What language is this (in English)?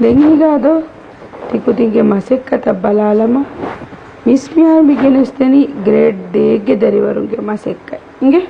Divehi